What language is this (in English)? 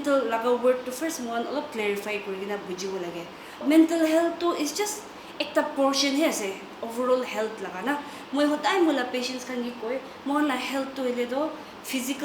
Naga Pidgin